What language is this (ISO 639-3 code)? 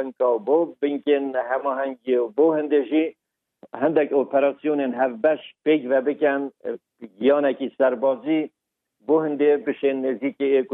kur